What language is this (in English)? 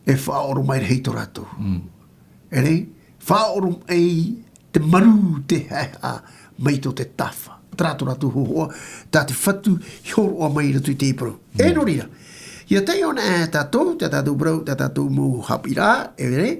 Tahitian